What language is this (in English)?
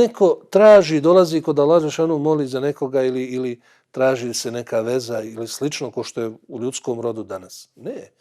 Bosnian